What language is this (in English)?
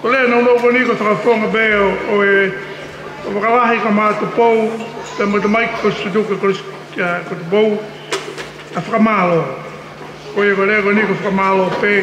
Tongan